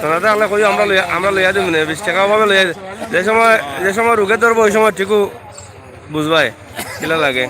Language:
Sylheti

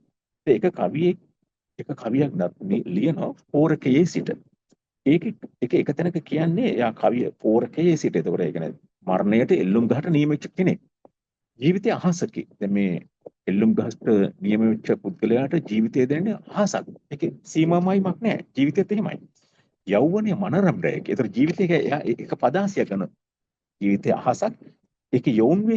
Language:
Sinhala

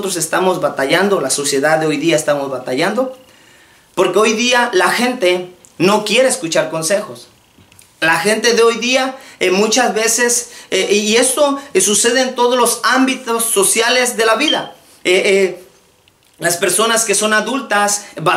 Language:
Spanish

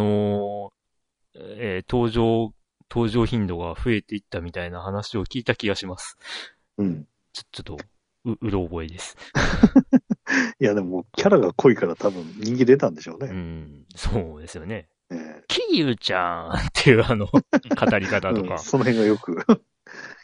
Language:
Japanese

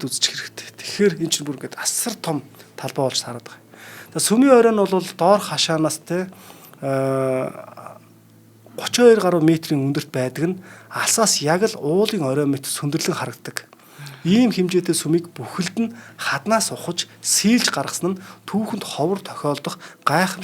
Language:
Mongolian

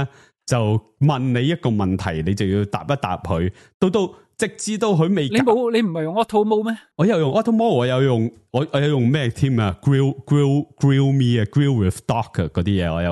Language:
Cantonese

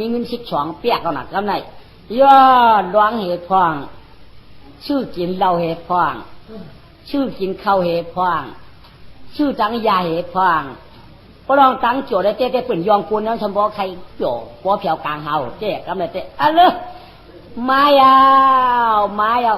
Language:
Shan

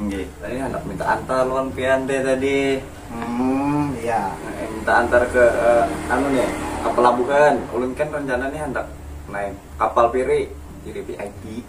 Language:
Banjar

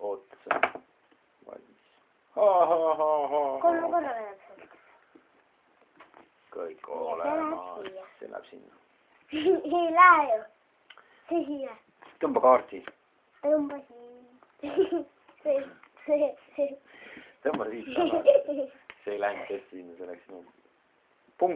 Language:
Estonian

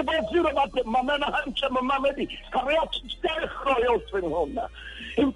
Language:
Southern Sotho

